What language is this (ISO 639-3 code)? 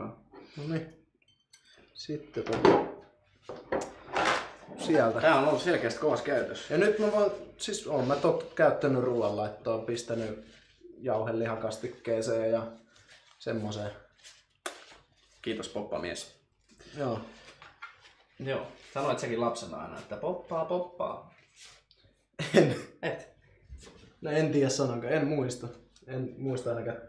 fin